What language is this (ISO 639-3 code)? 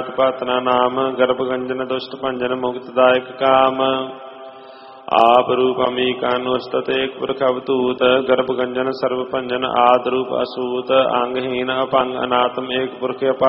pan